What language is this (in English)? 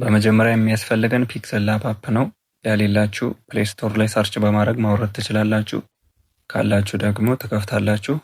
Amharic